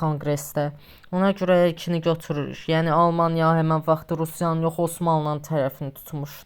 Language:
Azerbaijani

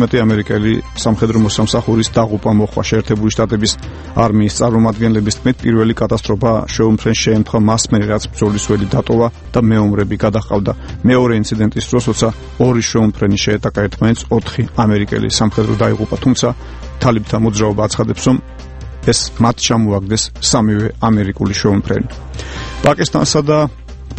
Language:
Georgian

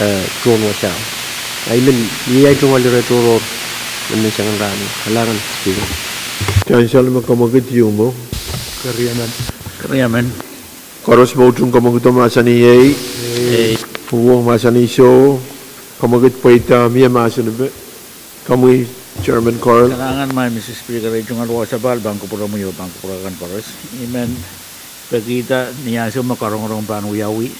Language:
Pohnpeian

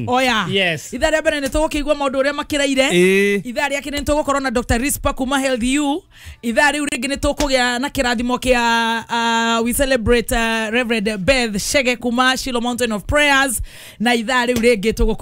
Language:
Kikuyu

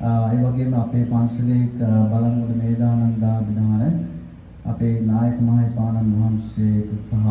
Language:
Sinhala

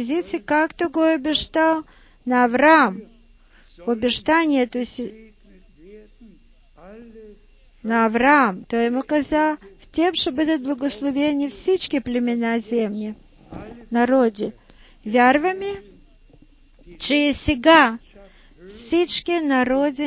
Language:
Bulgarian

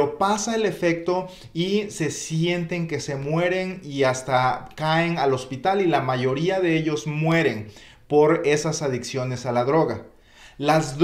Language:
Spanish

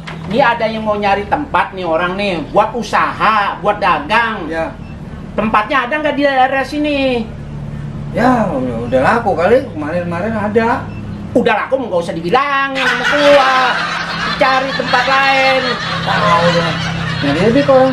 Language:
Betawi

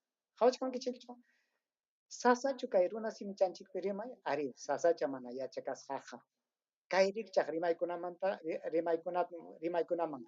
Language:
Ayacucho Quechua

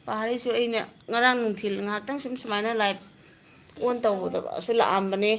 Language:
Manipuri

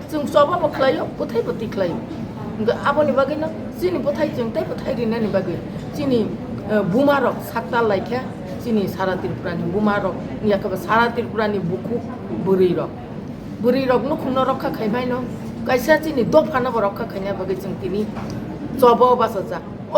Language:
Kok Borok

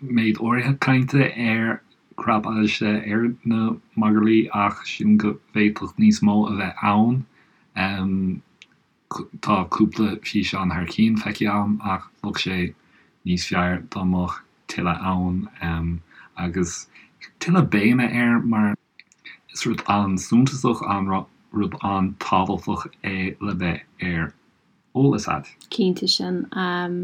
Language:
Irish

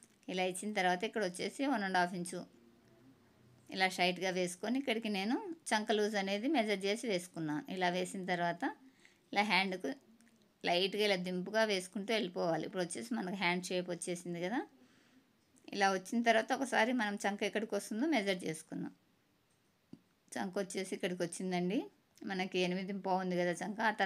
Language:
Telugu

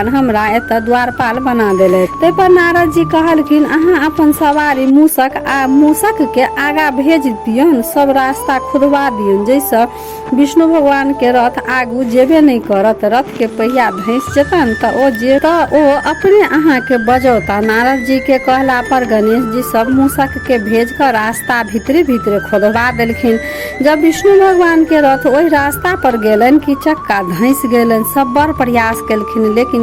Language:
Maithili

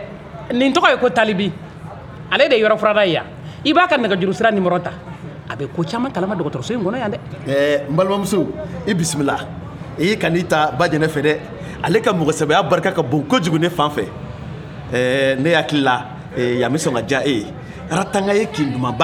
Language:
Bambara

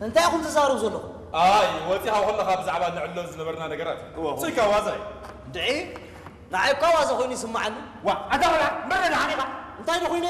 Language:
Tigrinya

